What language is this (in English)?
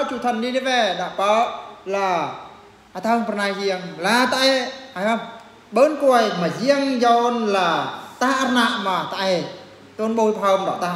Eastern Bru